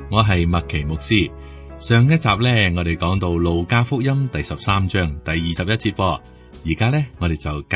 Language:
Cantonese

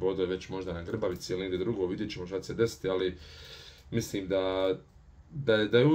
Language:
Bosnian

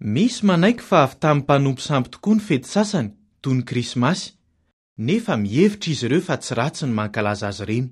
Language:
Malagasy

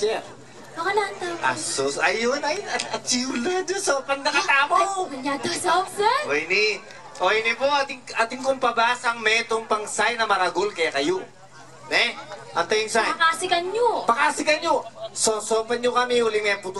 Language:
Pampanga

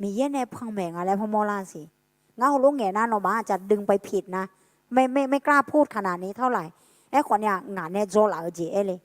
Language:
Akha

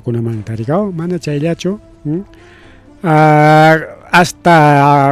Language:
Ayacucho Quechua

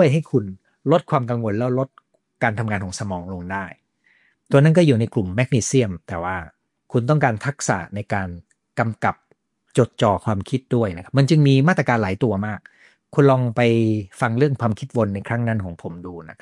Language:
Thai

